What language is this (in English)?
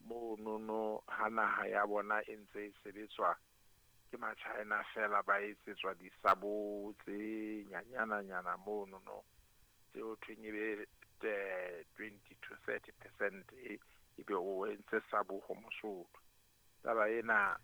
Southern Sotho